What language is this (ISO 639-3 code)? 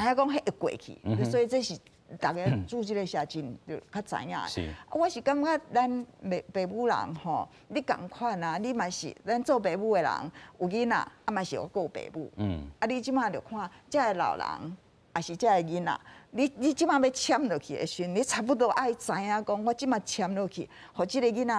nan